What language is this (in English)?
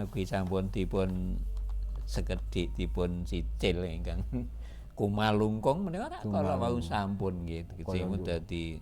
Javanese